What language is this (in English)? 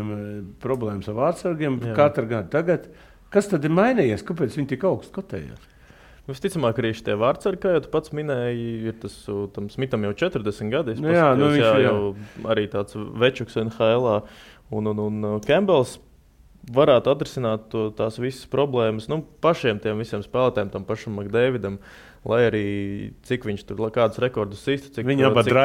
Latvian